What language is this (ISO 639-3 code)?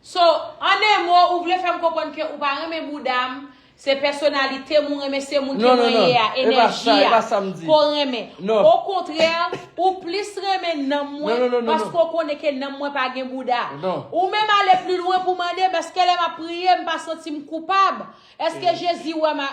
hat